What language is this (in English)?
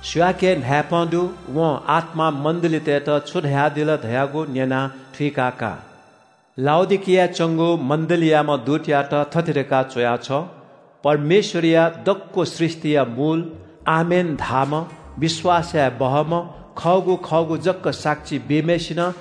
Newari